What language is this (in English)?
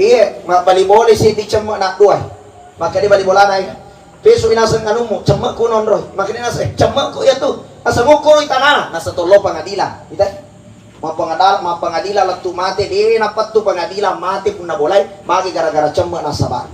Buginese